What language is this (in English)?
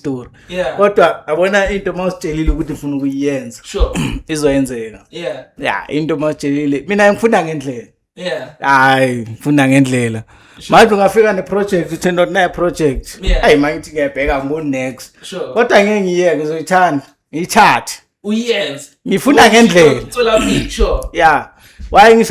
Zulu